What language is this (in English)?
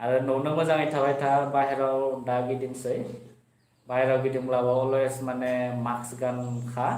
Bodo